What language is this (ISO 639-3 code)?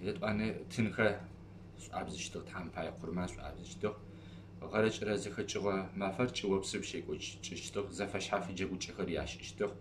ady